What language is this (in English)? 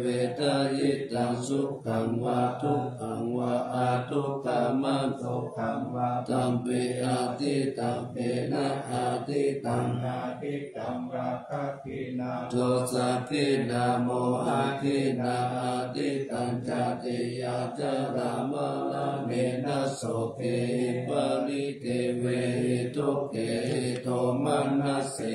Pali